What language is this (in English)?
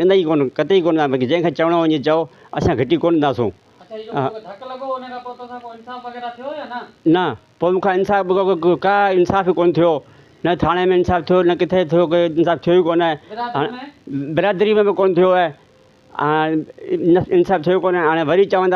Sindhi